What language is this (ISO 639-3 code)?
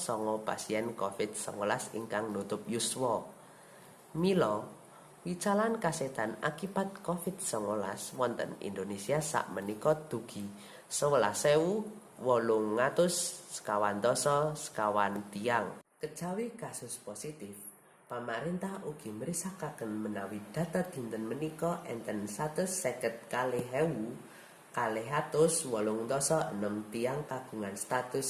jav